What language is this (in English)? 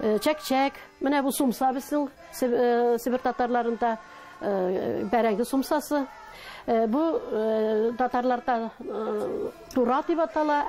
Tatar